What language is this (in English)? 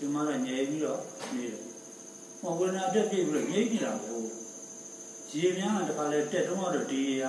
Burmese